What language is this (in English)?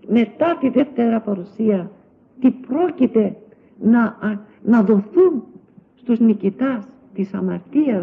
Greek